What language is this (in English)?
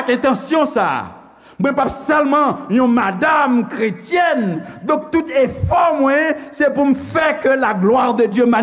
Haitian Creole